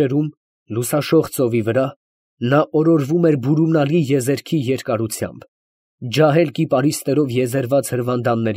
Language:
Armenian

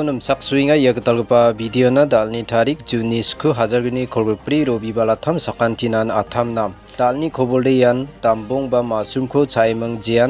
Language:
Garo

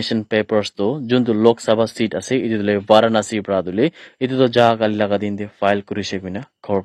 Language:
Naga Pidgin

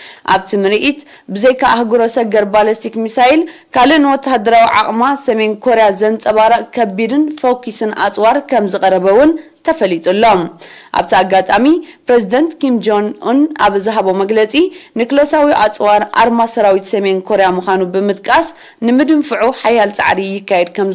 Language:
Tigrinya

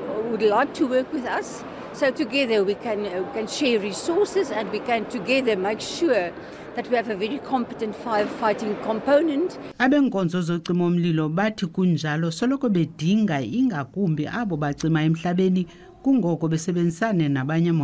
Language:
Zulu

